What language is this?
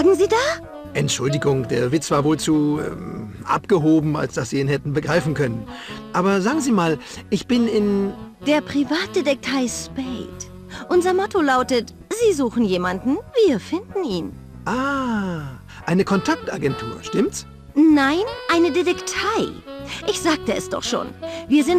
Bavarian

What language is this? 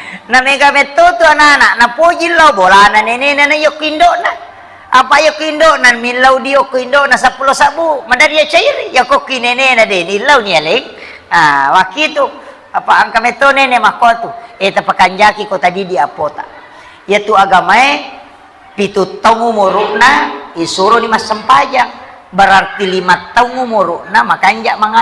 Buginese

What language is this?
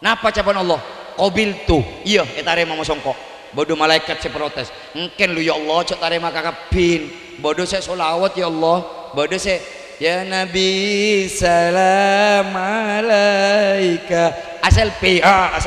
Madurese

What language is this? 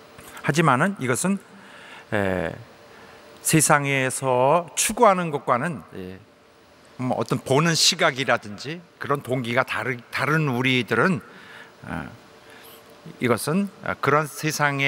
Korean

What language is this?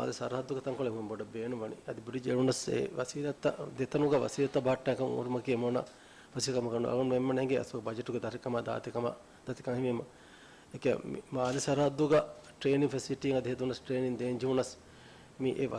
Divehi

